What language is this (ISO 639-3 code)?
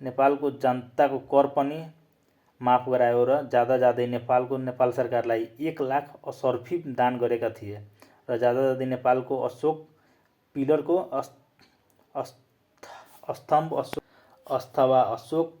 nep